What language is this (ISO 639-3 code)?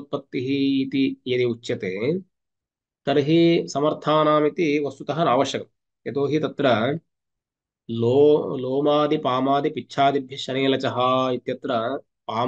san